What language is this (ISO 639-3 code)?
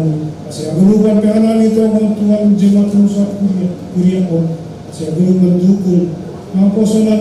bts